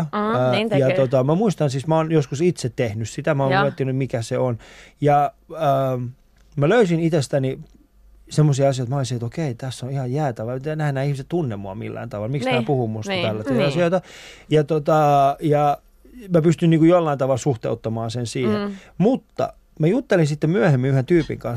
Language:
Finnish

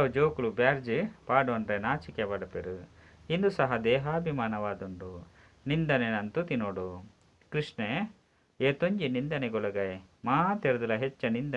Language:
Tulu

